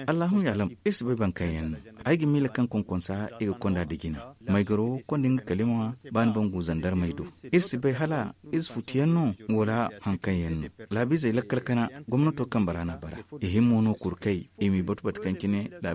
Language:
Zarma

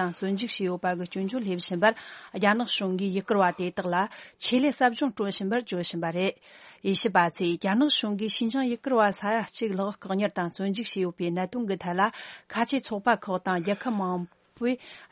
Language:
Tibetan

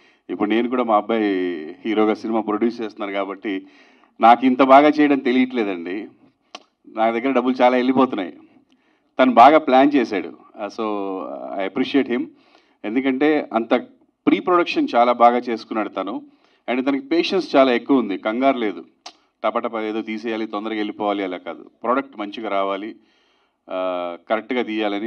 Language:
Telugu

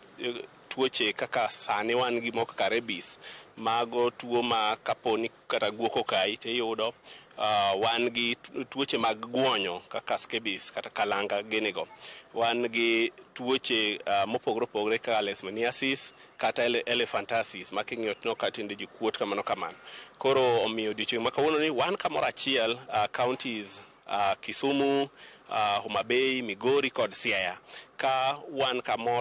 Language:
Luo (Kenya and Tanzania)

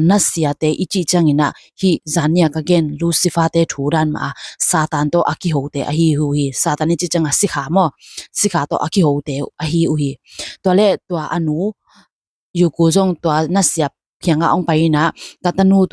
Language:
Tedim Chin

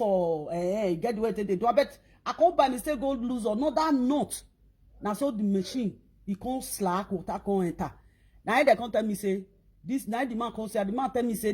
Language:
Nigerian Pidgin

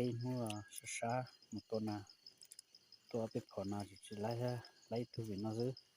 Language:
Hmong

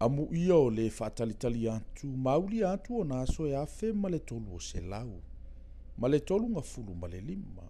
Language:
Samoan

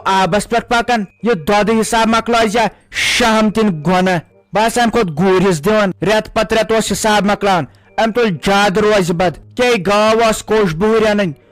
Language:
Kashmiri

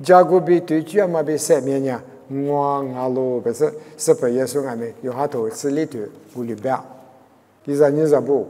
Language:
Lisu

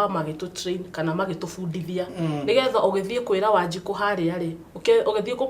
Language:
Kikuyu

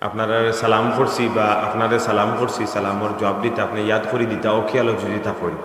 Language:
Sylheti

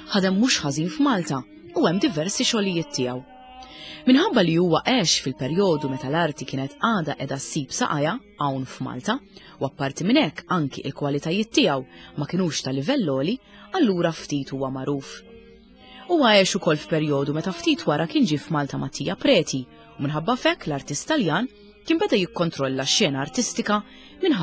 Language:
Maltese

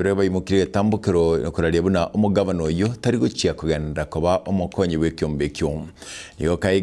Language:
Gusii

